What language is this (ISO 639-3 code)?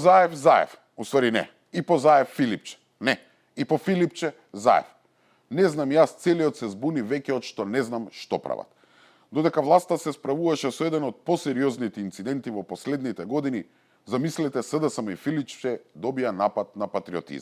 mkd